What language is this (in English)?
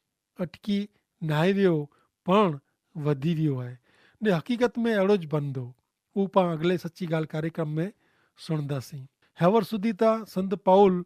Kachhi